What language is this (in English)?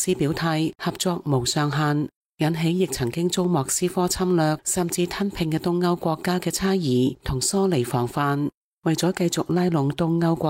Cantonese